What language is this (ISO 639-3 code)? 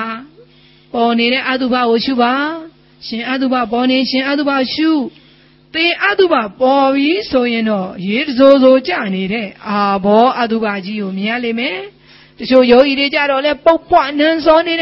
mya